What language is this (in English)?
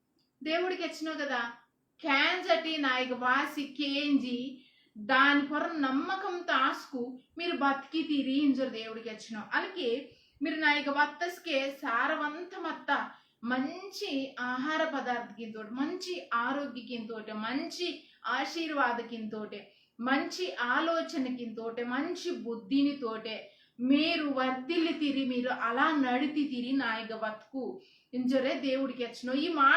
Koya